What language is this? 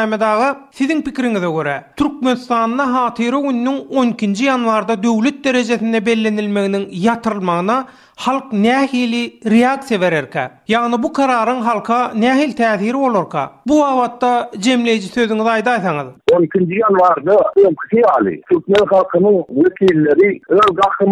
Turkmen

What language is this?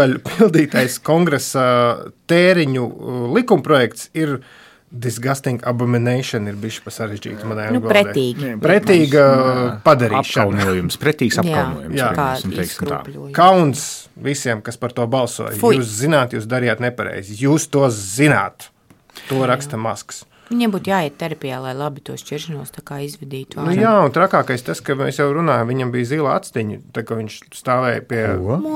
Latvian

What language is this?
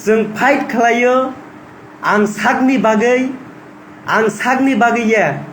Kok Borok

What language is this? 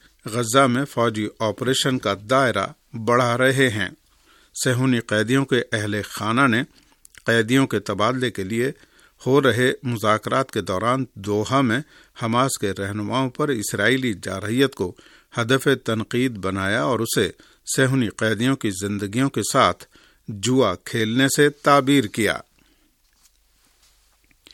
Urdu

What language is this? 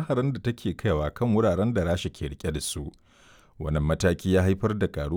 Hausa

